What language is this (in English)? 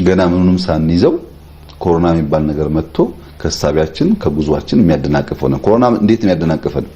Amharic